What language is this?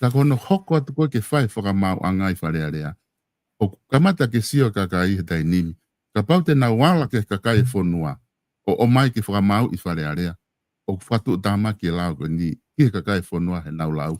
Tongan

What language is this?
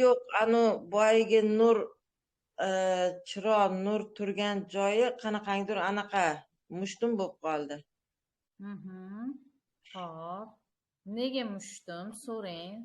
Uzbek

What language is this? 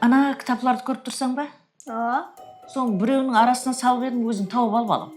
Kara-Kalpak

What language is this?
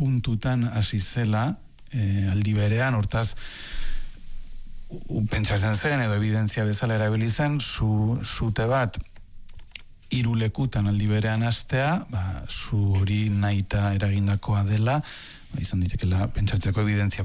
Basque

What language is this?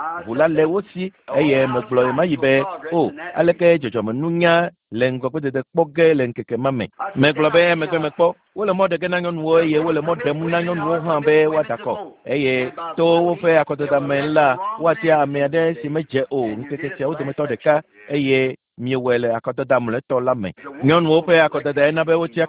Ewe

